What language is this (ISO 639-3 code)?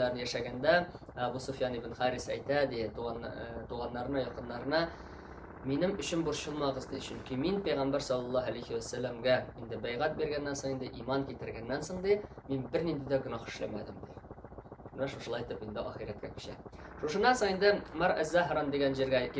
tat